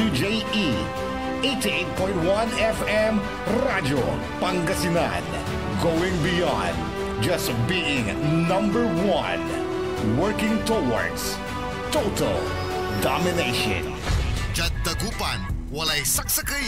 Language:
Pangasinan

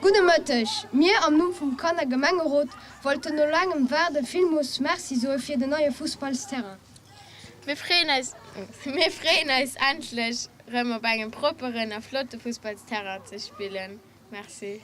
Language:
Luxembourgish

